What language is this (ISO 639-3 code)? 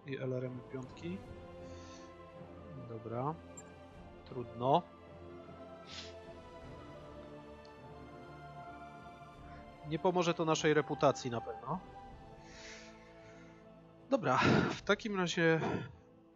pol